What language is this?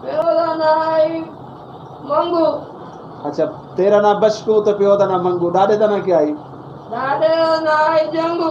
Saraiki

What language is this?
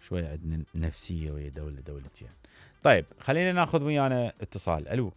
Mesopotamian Arabic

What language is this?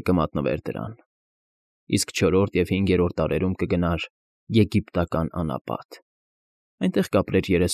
Armenian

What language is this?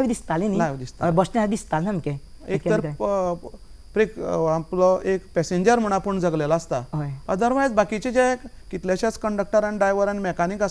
Konkani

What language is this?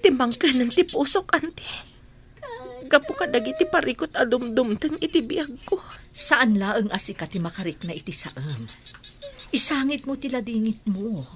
Iloko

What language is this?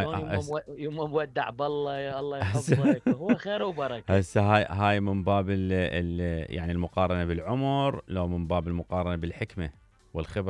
Mesopotamian Arabic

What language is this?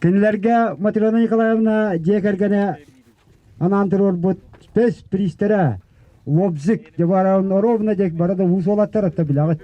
Yakut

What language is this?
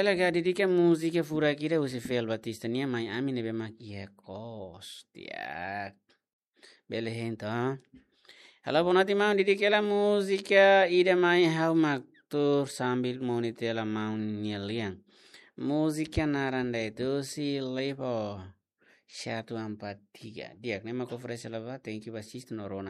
Tetum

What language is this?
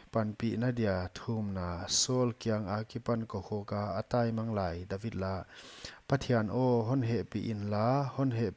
Paite Chin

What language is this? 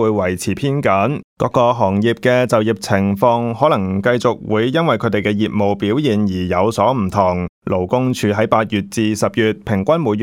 Cantonese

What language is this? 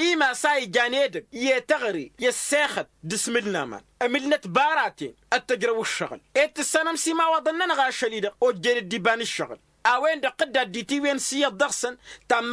Tamasheq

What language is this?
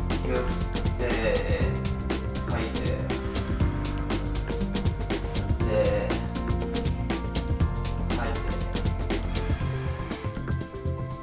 Japanese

